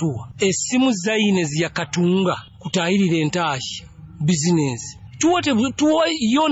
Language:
Nyoro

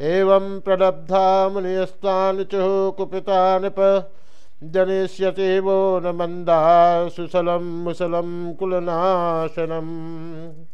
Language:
Sanskrit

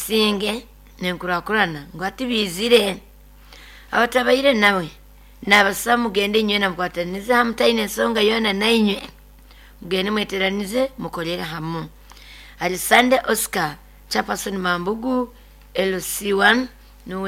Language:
Nyoro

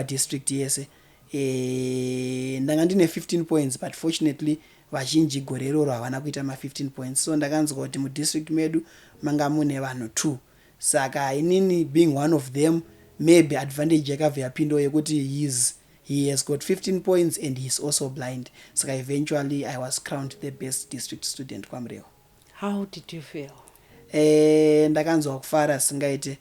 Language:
Shona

